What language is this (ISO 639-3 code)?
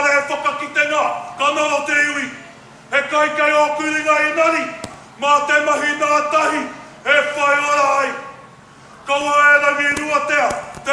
mri